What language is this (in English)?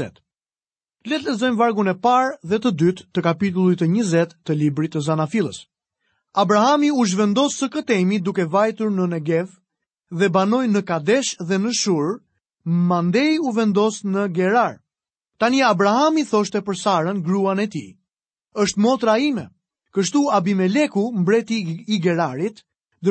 Albanian